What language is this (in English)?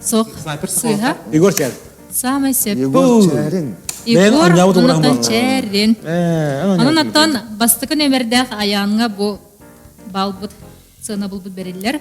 Yakut